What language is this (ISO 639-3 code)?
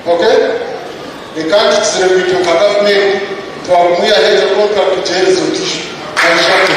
nyn